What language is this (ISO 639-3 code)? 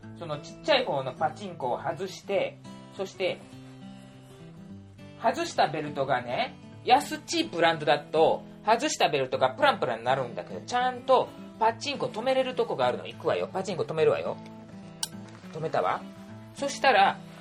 jpn